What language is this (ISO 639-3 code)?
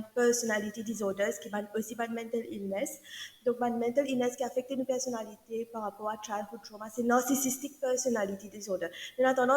mfe